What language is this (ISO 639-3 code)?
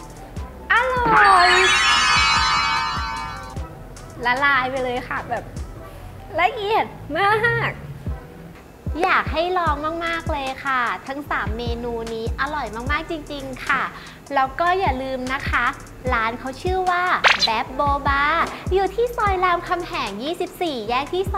tha